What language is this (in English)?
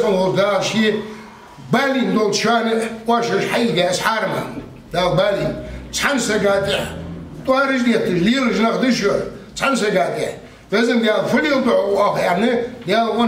Ingush